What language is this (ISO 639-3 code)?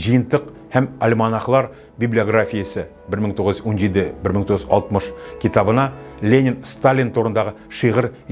tat